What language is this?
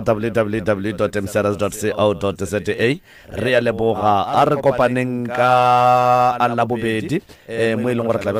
Northern Sotho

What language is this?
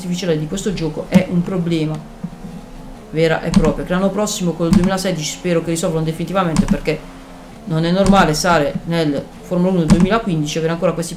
Italian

